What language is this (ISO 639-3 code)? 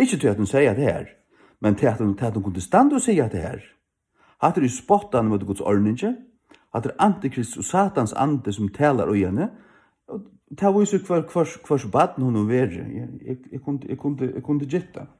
fao